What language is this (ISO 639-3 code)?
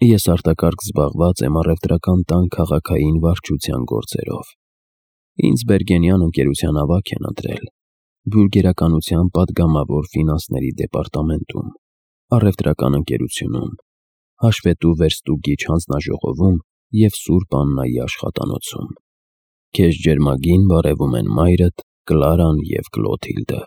hye